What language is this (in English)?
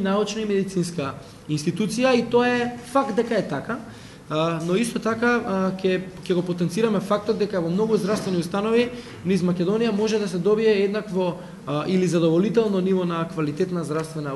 Macedonian